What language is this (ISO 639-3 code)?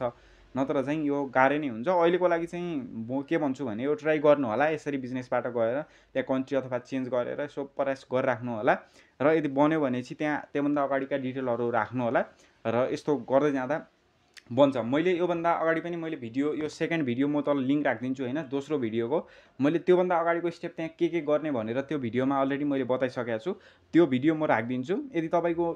nep